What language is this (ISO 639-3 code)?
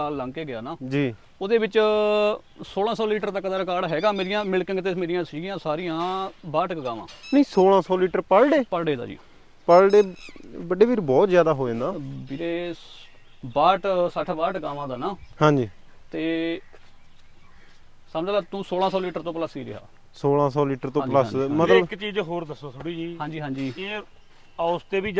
pan